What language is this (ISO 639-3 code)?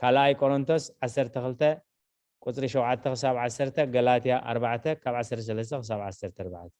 tir